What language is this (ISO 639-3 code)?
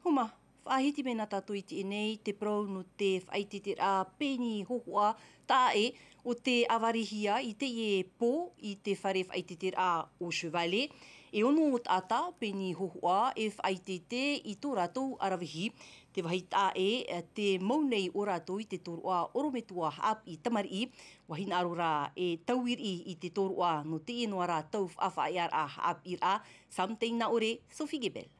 tah